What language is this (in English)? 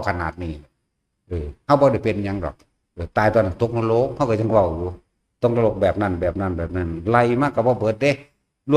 Northeastern Thai